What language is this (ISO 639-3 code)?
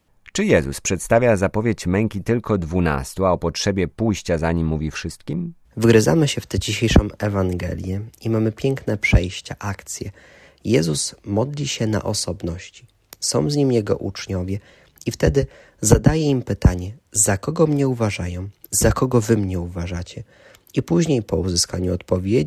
pol